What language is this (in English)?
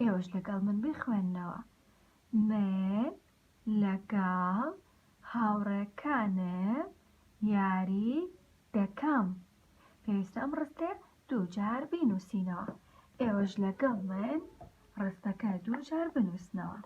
Central Kurdish